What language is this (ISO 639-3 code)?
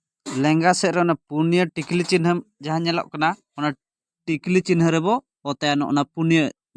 sat